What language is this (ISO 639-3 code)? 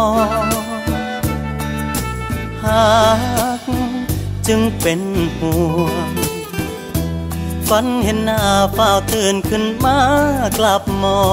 tha